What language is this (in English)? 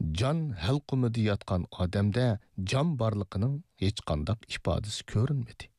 Uyghur